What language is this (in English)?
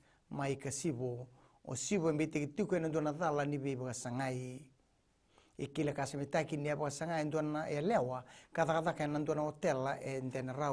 Fijian